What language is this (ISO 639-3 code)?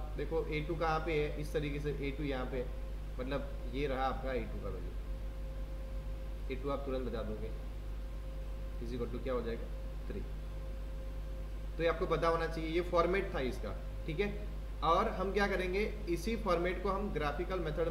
hin